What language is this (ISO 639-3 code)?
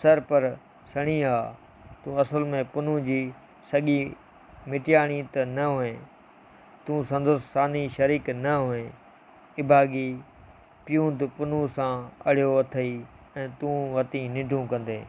snd